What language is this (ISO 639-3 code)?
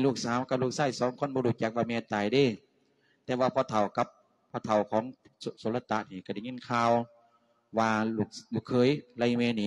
lao